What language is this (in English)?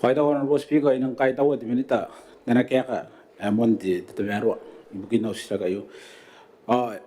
Gilbertese